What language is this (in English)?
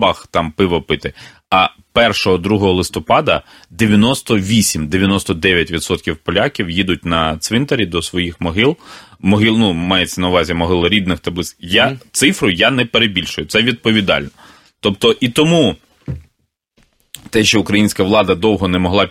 Ukrainian